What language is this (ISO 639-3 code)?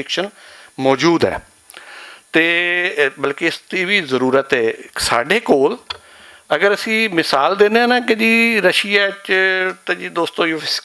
lah